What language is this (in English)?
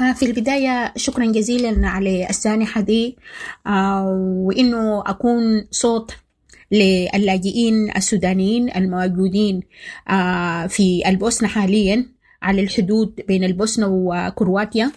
Sudanese Arabic